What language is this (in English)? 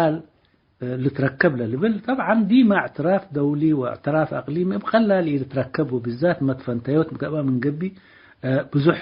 Tigre